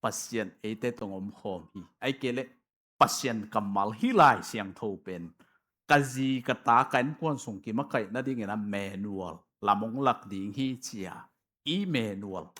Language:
Tedim Chin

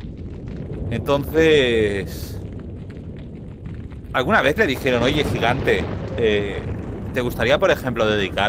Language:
Spanish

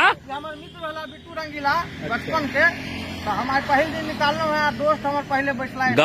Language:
Maithili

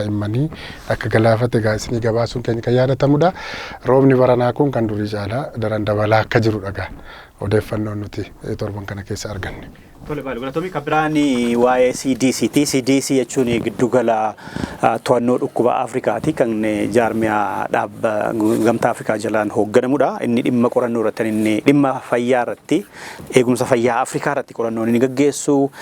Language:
Oromo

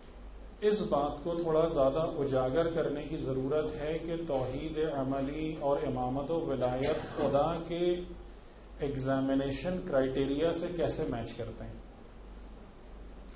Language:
Urdu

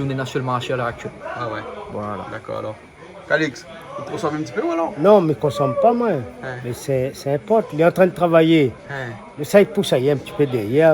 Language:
Réunion Creole French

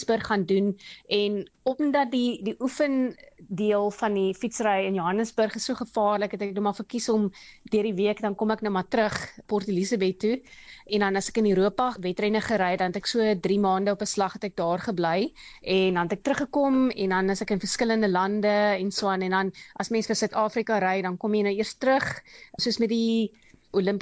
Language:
Afrikaans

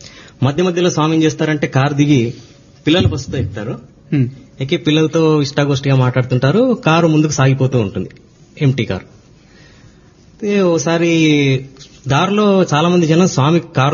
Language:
Telugu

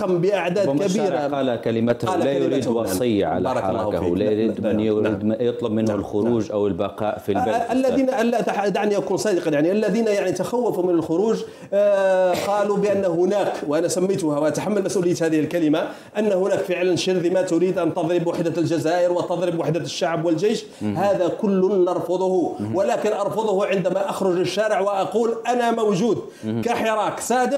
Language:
Arabic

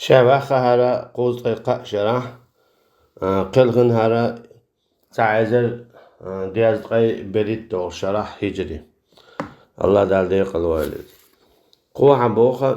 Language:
Chechen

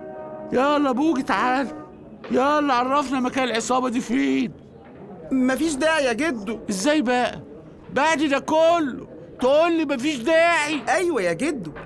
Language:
Egyptian Arabic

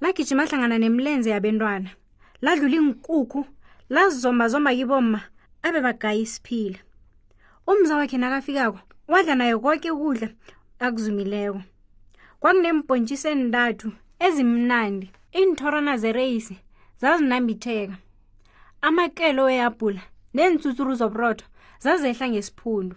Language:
South Ndebele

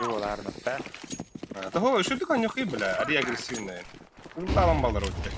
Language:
Yakut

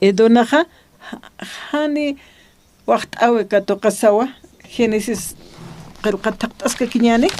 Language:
Aymara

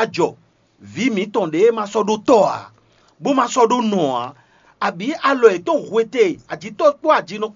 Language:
Fon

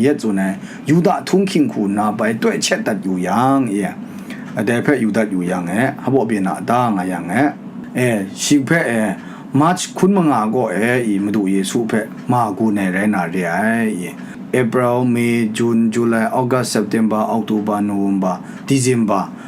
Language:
Kachin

